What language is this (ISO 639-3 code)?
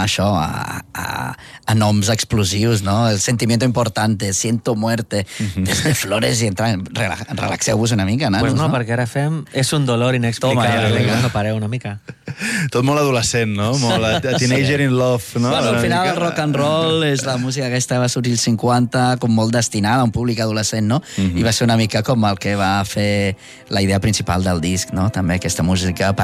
cat